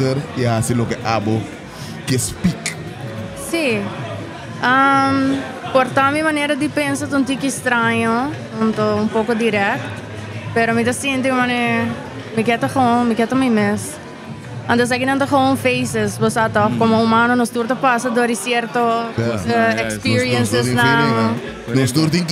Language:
Papiamento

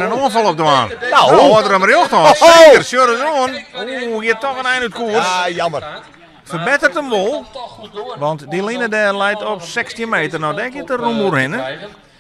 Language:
Western Frisian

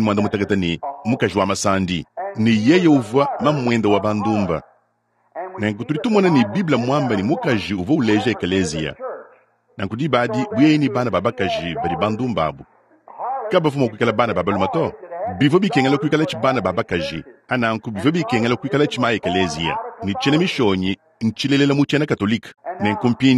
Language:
Luba-Lulua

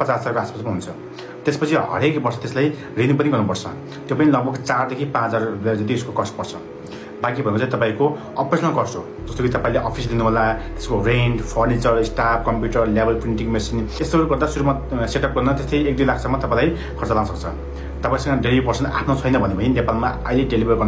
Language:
Nepali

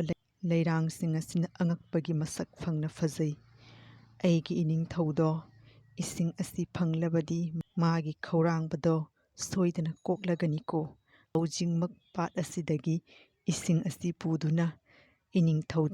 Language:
Manipuri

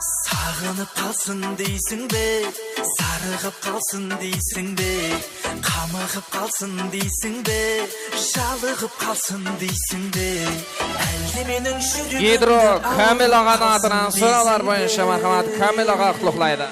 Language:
Kara-Kalpak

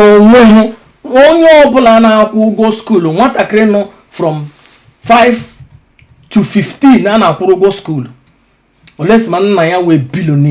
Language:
Igbo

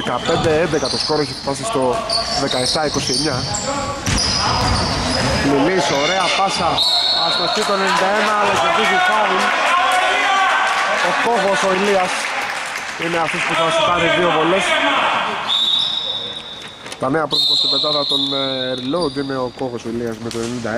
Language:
Greek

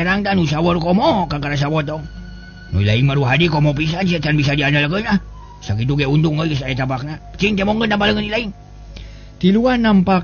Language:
Sundanese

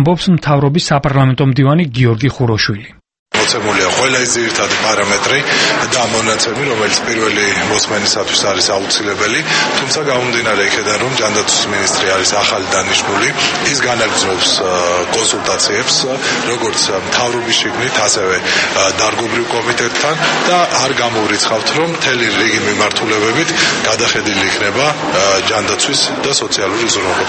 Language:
Georgian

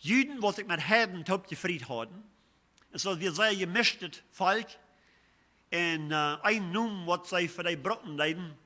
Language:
Plautdietsch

